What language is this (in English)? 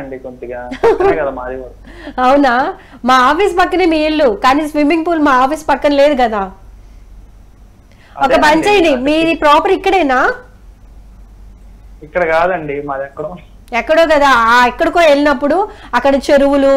Telugu